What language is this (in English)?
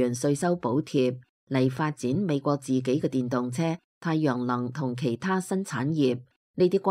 Cantonese